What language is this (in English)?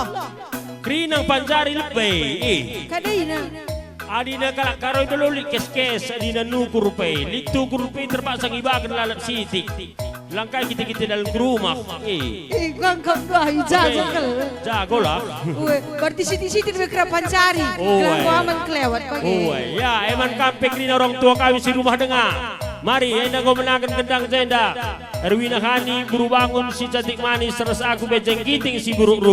Batak Karo